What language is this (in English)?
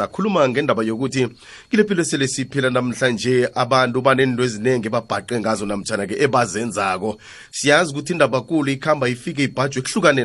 South Ndebele